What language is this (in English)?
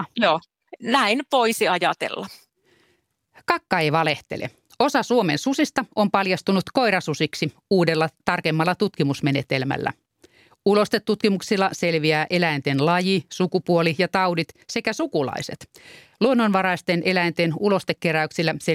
Finnish